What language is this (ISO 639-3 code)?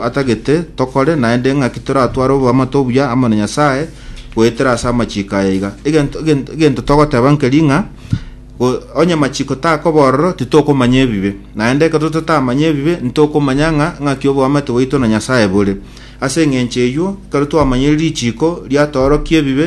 guz